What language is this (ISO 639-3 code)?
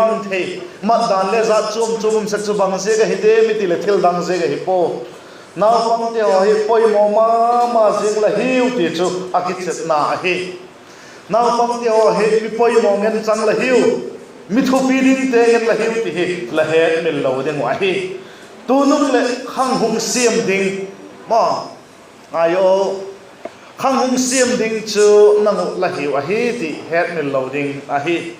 vap